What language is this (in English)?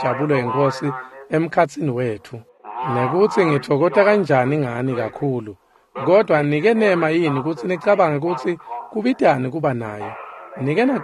Swati